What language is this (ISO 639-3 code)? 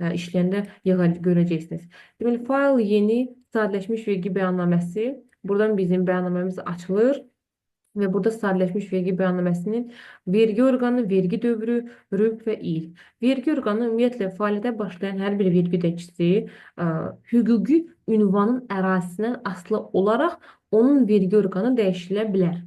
aze